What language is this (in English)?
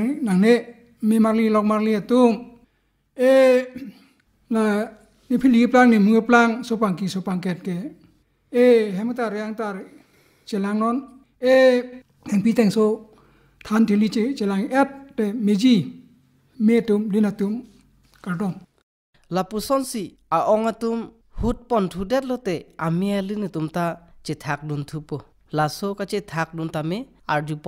Karbi